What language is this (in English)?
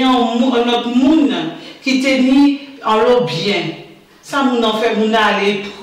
Guadeloupean Creole French